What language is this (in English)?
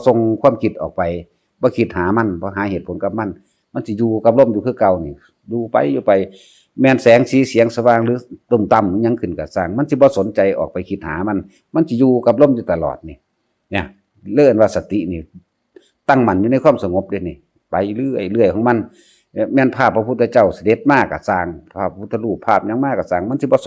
Northeastern Thai